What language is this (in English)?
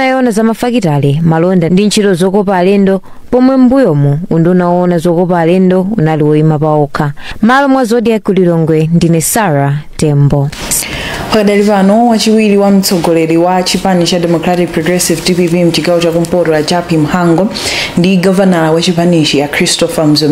Nyanja